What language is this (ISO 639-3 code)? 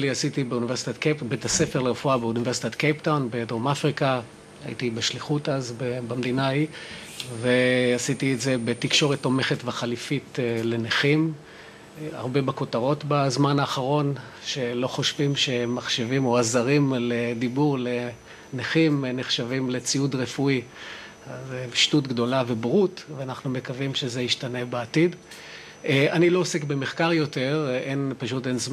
heb